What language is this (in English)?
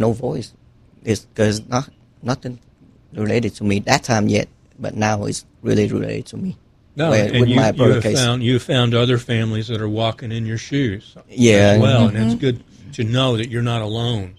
Vietnamese